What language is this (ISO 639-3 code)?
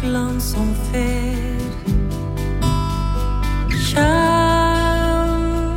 nor